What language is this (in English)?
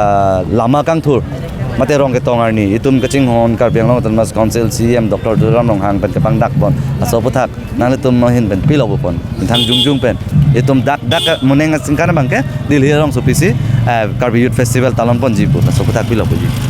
Karbi